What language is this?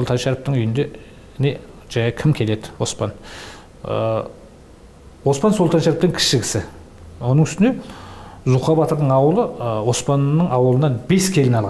Kazakh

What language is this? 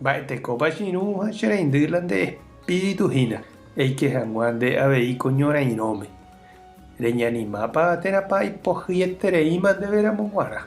Guarani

